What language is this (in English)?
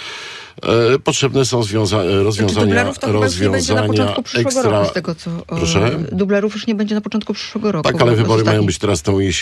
Polish